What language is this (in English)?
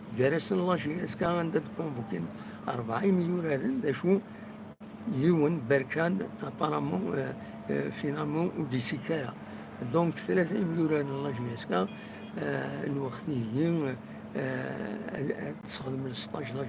Kabyle